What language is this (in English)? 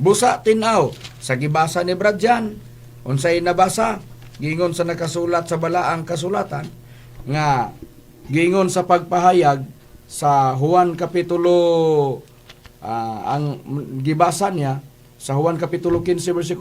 Cebuano